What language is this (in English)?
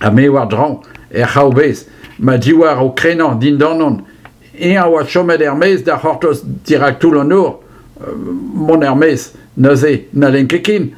Breton